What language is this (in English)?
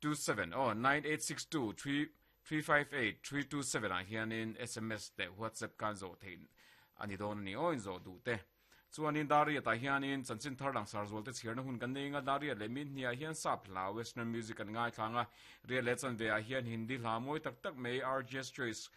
Mizo